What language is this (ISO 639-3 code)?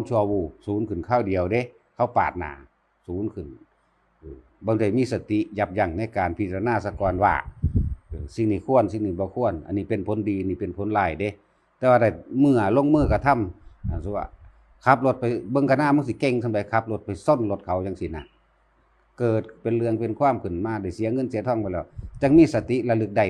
tts